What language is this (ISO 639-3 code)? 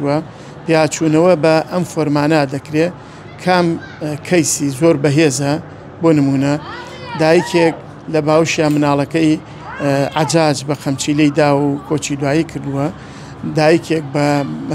ckb